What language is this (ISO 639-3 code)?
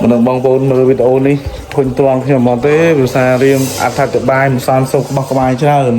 khm